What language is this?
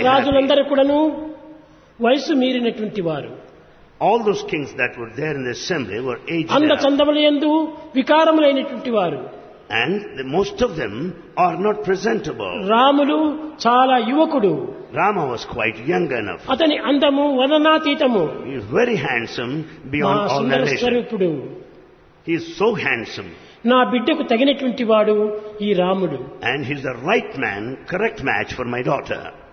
Telugu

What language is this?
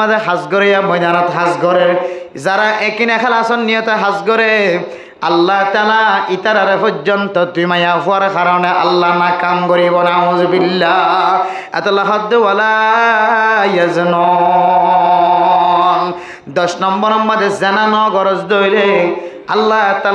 Rohingya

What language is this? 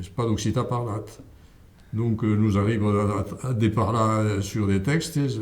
Occitan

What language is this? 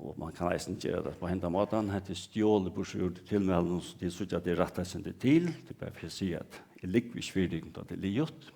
Faroese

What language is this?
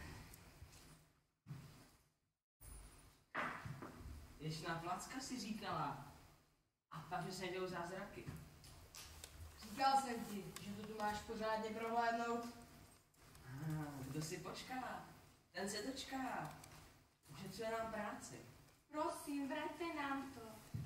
Czech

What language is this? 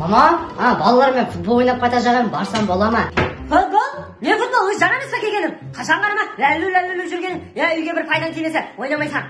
Kara-Kalpak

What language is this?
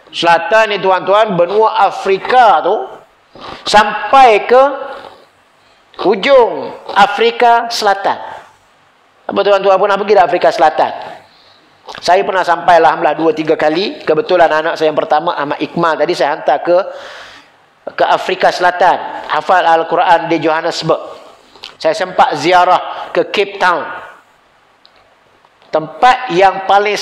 Malay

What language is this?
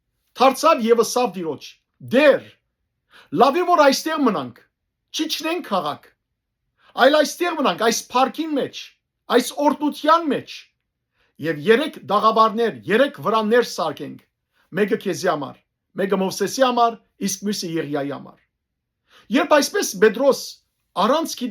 Western Armenian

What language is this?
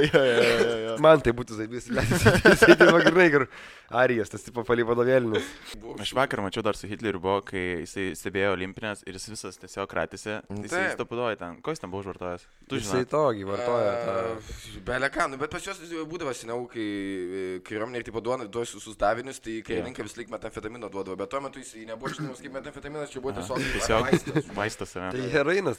Lithuanian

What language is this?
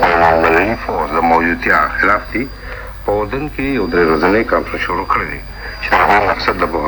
Pashto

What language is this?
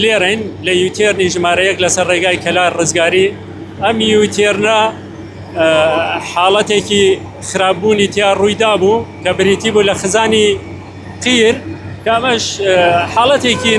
Central Kurdish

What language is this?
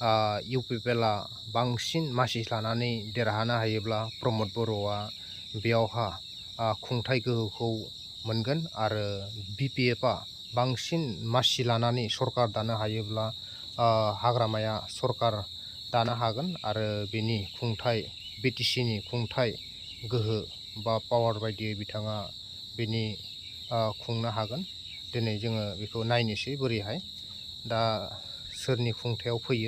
Bodo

